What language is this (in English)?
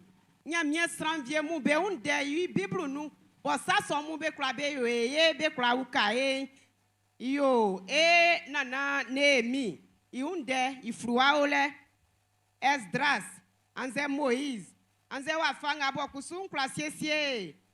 Baoulé